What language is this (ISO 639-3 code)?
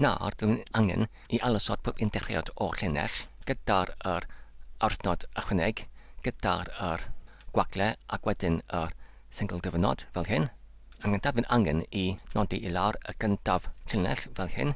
cym